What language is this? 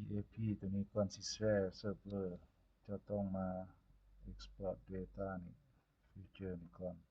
Lao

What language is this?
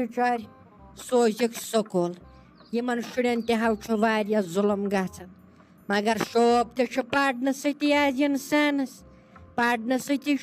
Kashmiri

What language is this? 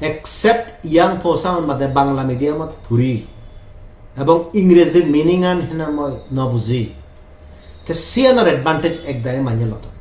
Chakma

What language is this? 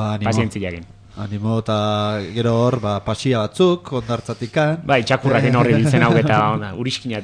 Basque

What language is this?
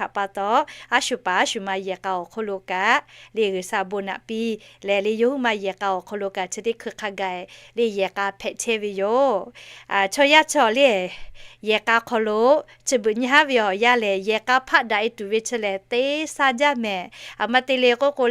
Lahu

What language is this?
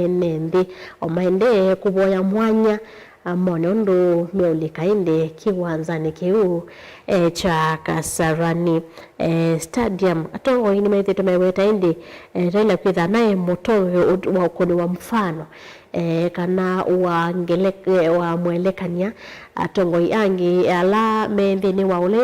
Kamba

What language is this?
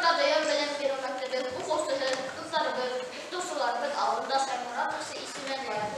Bashkir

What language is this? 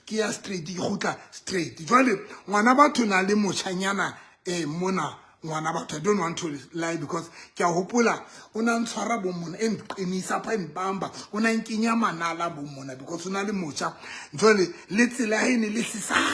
Southern Sotho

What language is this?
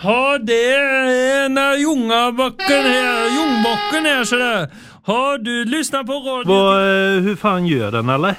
Swedish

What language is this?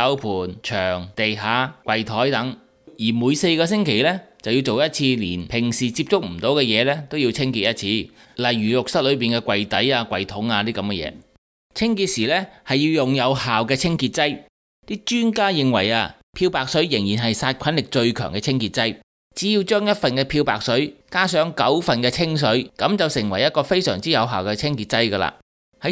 Cantonese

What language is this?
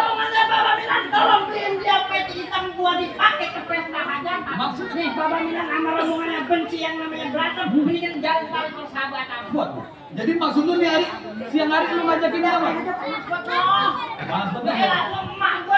Betawi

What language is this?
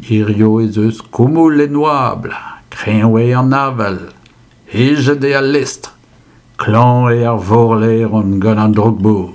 Breton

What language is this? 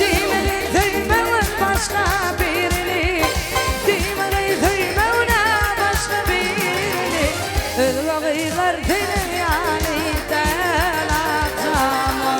Turkmen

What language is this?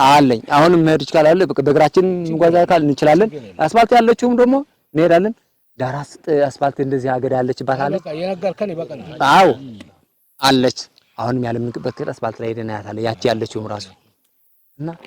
Amharic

